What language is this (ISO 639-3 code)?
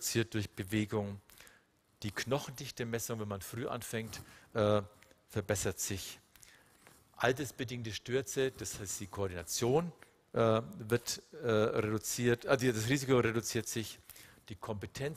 deu